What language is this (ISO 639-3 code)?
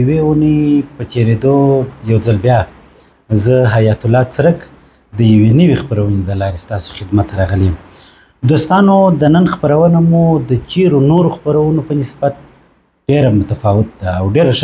pus